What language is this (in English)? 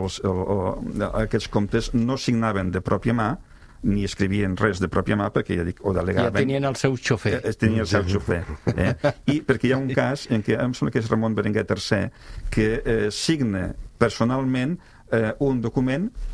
Catalan